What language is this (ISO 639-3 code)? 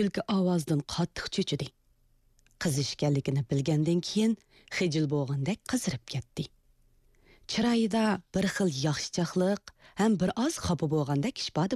uig